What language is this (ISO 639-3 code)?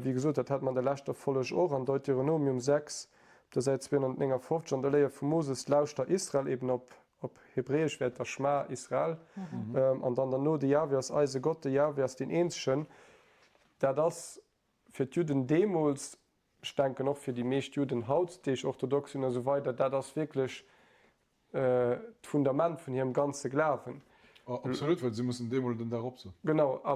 ltz